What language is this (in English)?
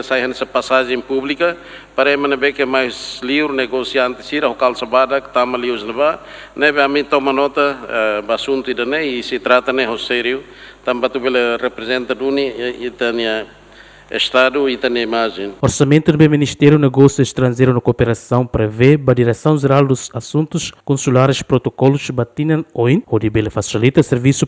Tetum